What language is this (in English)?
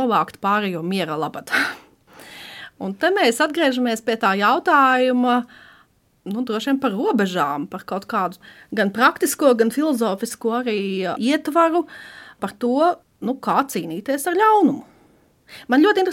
Latvian